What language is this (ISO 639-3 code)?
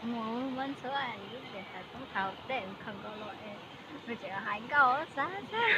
hmn